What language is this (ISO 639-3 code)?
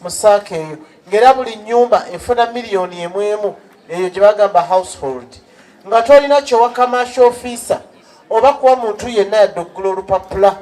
lug